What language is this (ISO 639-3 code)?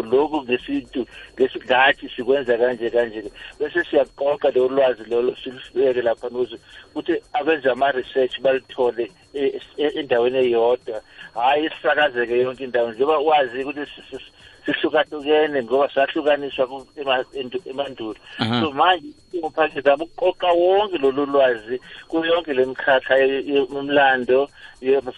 nbl